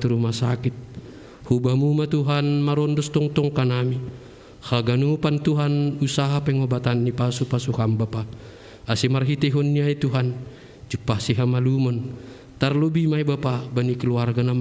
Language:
Batak Simalungun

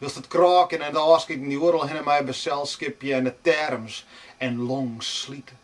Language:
Western Frisian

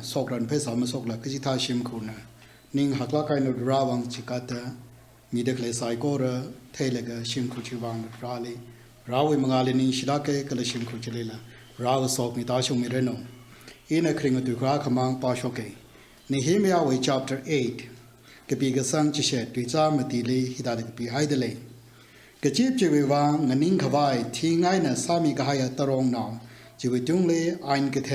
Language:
Tangkhul Naga (India)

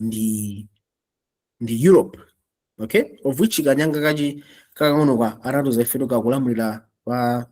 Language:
Nyanja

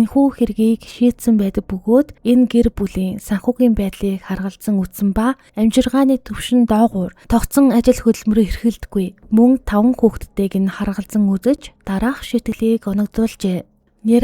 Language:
Mongolian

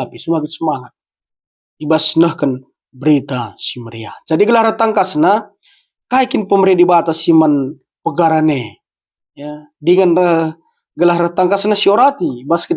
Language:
Batak Karo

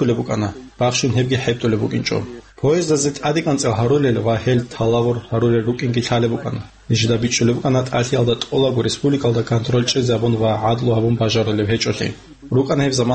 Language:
Avaric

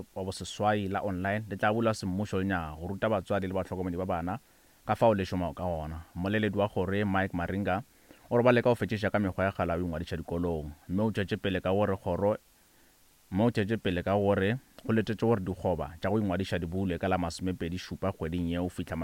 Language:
Northern Sotho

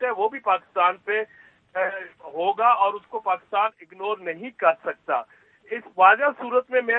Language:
Urdu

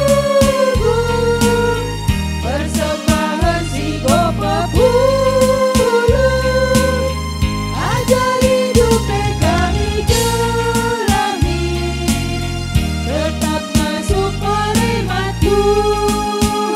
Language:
Batak Karo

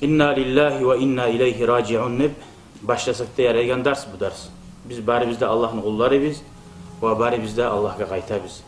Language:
Kumyk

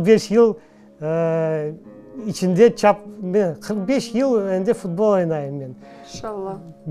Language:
Crimean Tatar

